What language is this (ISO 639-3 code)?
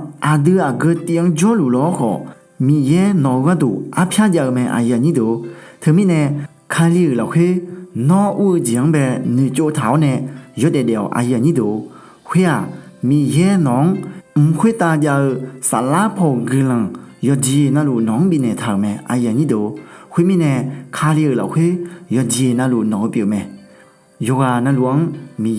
ahk